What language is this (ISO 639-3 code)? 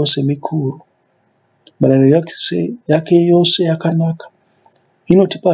sna